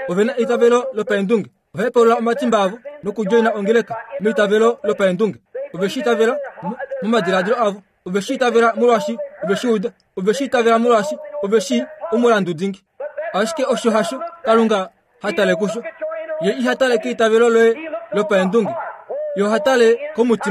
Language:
Kuanyama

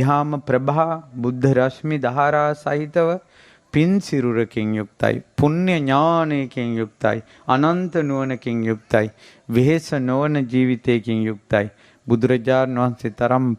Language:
Sinhala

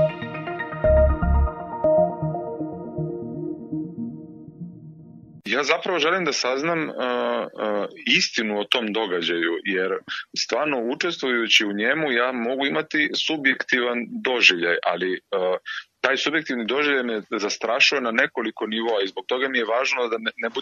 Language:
Serbian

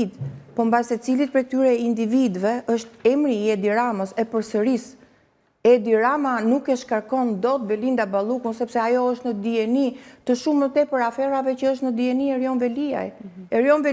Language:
Albanian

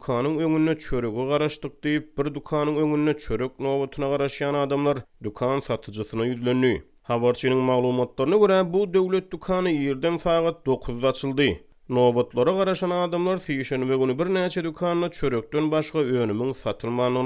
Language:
Turkmen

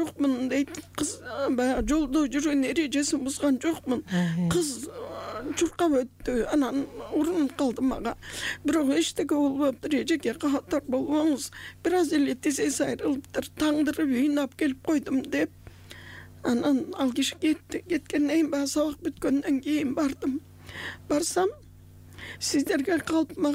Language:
Kyrgyz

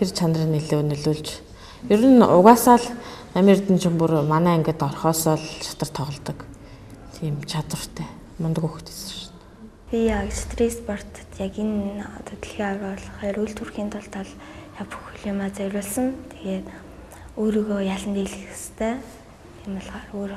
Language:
Mongolian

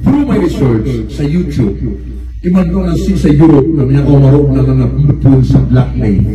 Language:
Maranao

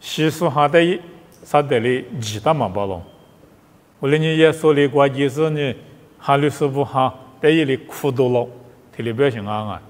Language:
Lisu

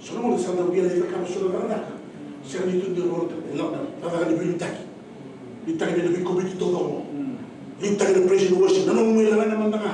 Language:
Fijian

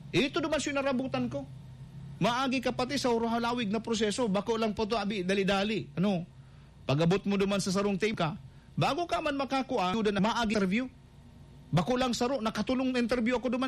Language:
Bikol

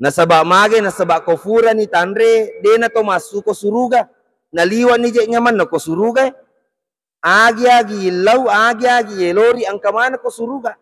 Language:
Buginese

